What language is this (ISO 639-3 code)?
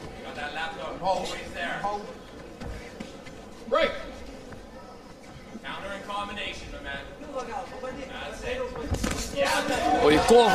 fin